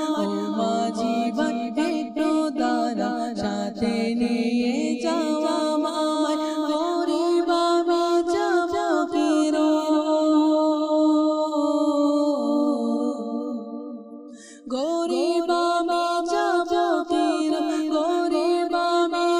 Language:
Bangla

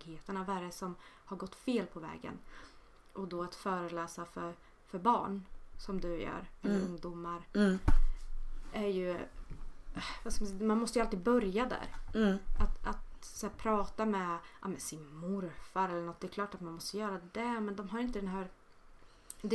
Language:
Swedish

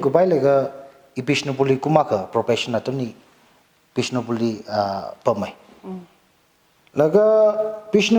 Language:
Tangkhul Naga (India)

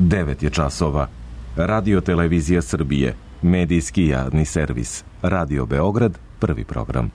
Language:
Serbian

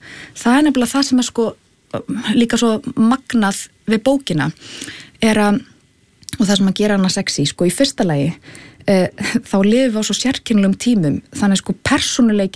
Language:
Icelandic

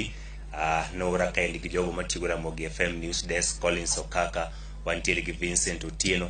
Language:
Luo (Kenya and Tanzania)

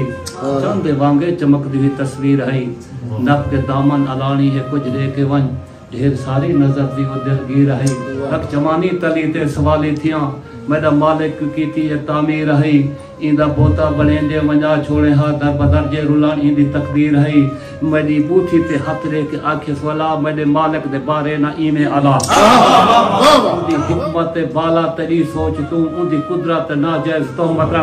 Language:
Saraiki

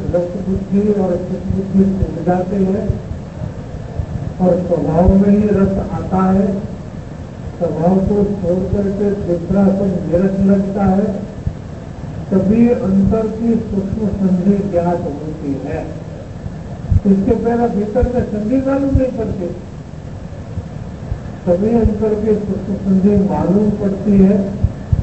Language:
Hindi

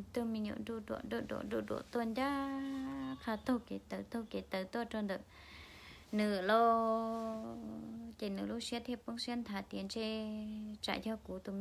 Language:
Hmong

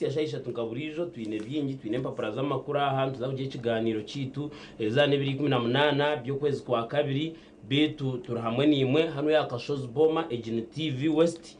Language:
Nyankole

